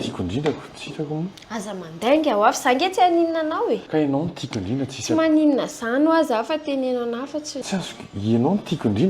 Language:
Malagasy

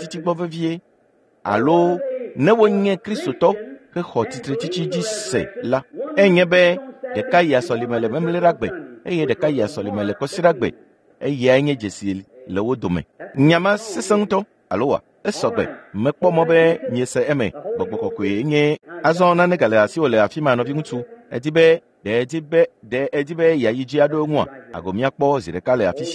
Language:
Ewe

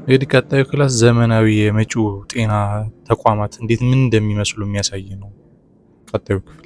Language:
Amharic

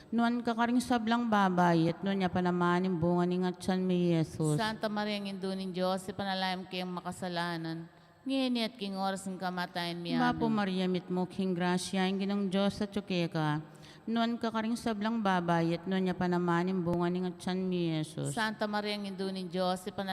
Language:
Pampanga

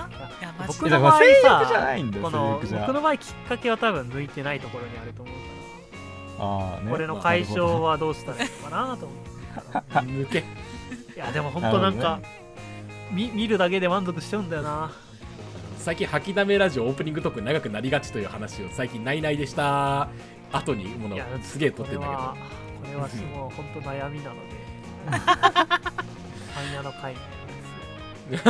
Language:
Japanese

